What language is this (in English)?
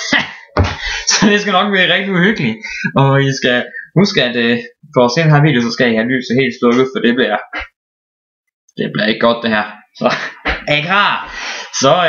Danish